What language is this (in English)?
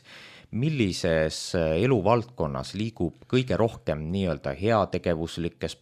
Estonian